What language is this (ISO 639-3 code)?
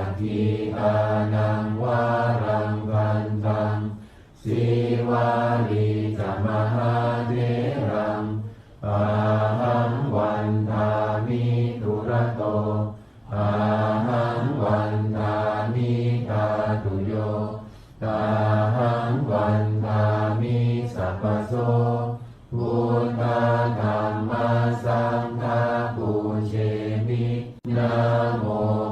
pli